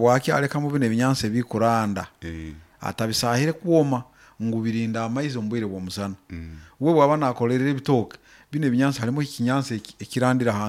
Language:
Nyoro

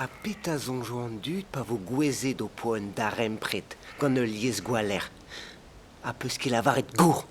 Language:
Breton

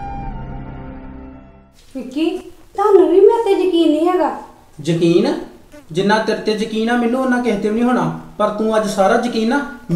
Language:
Punjabi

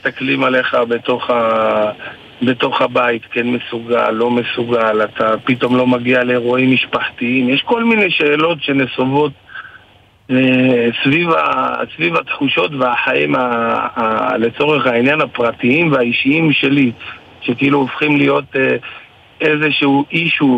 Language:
Hebrew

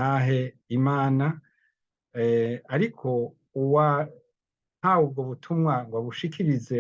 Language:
Rundi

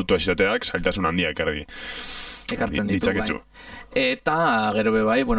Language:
Basque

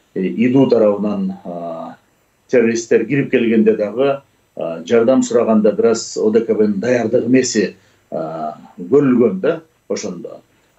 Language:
Kyrgyz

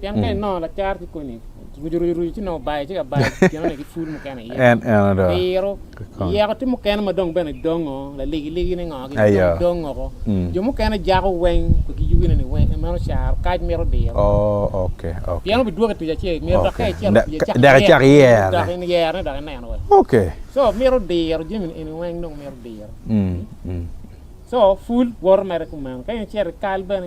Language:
Acoli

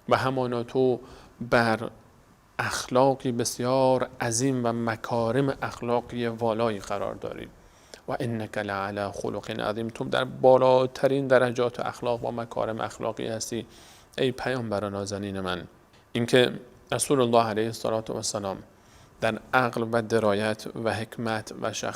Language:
Persian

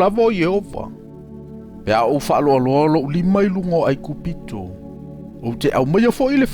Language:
Samoan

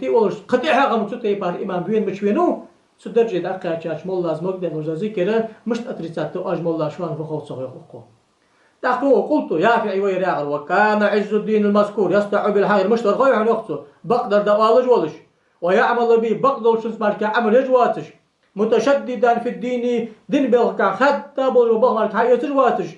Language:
Ingush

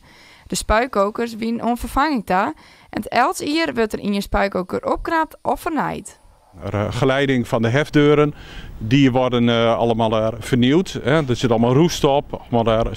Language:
Western Frisian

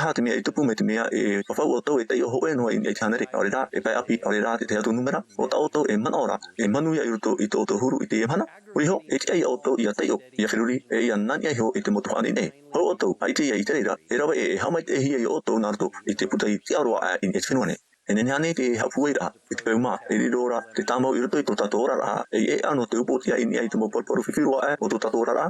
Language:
Tahitian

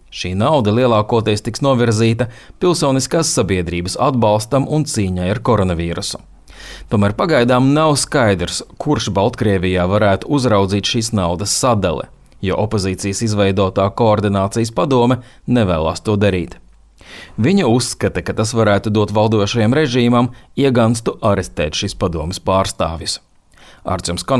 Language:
Latvian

